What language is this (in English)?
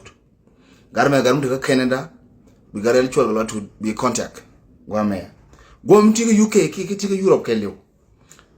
Nuer